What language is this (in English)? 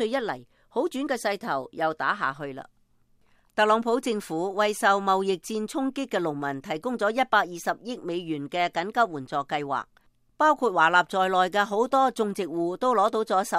Cantonese